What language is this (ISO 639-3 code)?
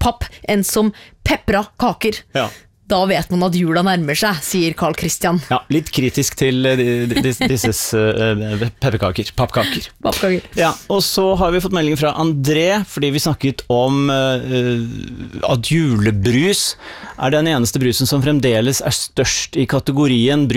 nor